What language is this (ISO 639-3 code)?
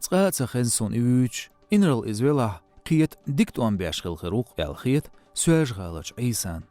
che